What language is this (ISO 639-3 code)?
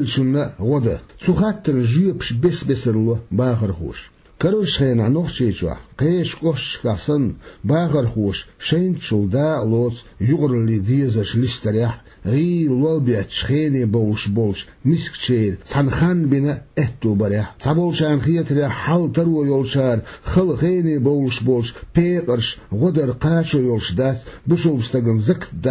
che